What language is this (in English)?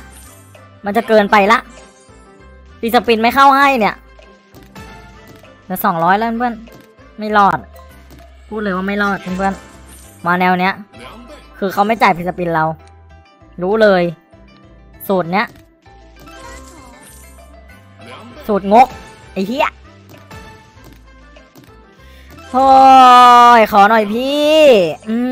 Thai